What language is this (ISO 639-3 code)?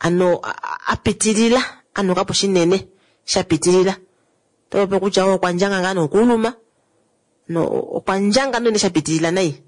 kua